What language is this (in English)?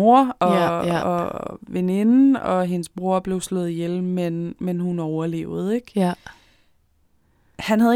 Danish